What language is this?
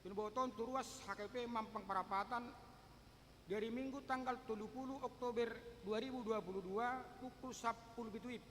Batak Toba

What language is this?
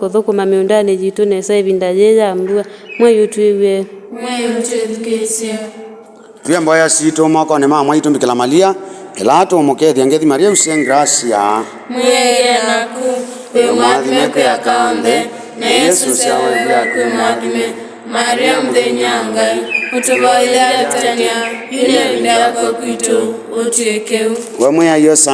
Kamba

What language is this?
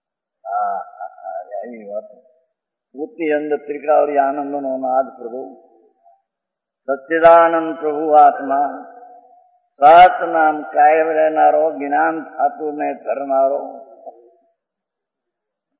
Gujarati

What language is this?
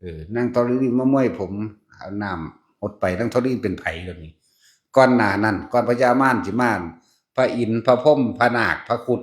Lao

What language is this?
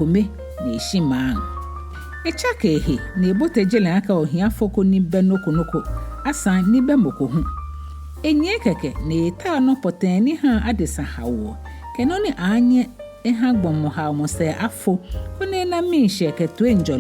Ga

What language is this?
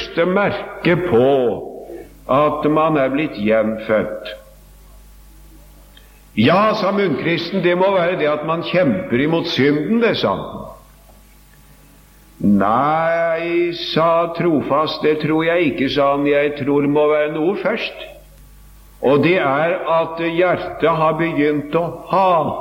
Norwegian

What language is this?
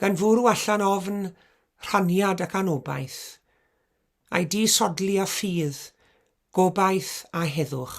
Welsh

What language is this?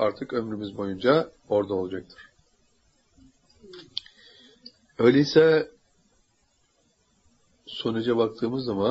Turkish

